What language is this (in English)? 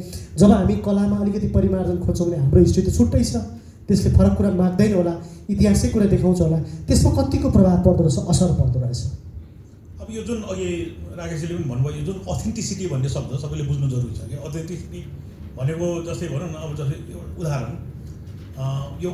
Nepali